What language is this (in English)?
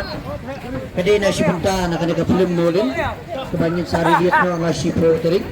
Khasi